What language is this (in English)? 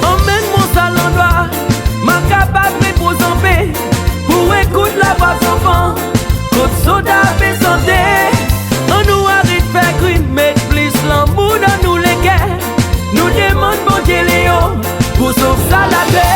Seselwa Creole French